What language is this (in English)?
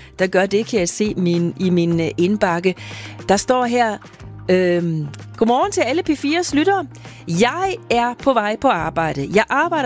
Danish